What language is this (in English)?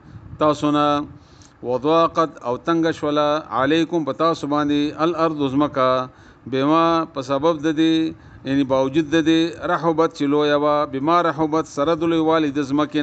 Pashto